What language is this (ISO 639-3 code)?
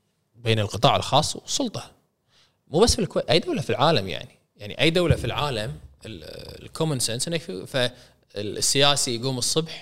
afb